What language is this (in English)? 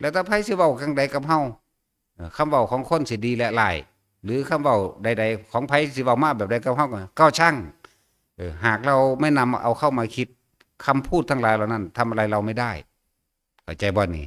Northeastern Thai